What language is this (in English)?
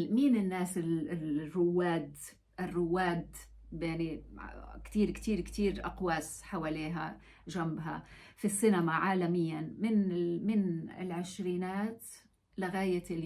North Levantine Arabic